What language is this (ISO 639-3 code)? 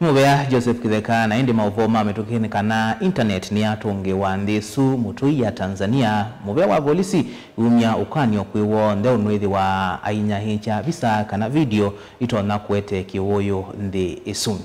kam